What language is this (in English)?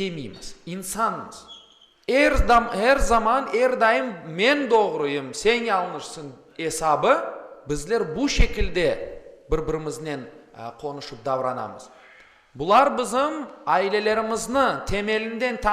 Crimean Tatar